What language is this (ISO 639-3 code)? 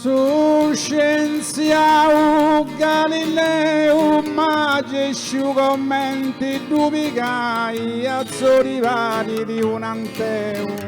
srd